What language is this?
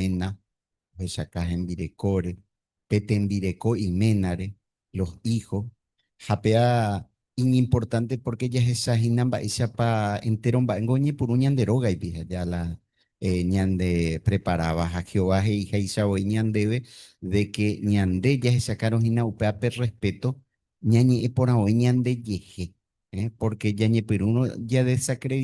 Guarani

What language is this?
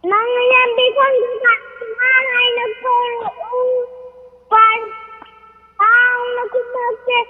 Manipuri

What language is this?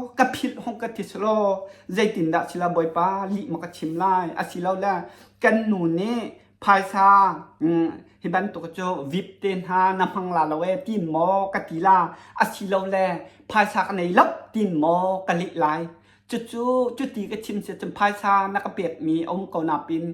Hakha Chin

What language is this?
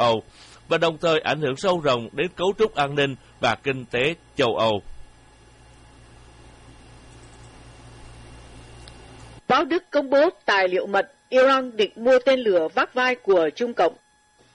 Vietnamese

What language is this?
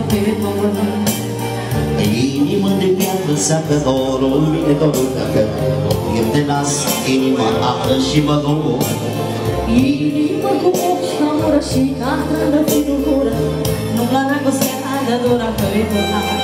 Romanian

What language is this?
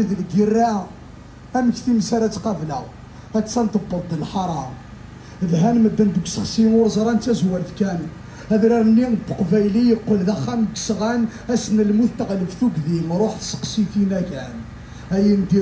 Kabyle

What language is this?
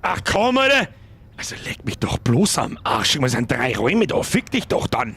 Bavarian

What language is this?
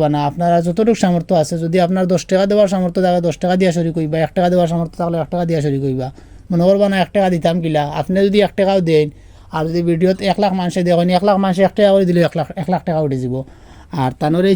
Sylheti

